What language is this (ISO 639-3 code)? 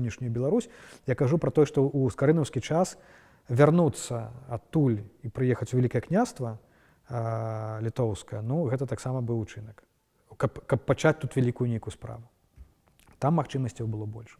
bel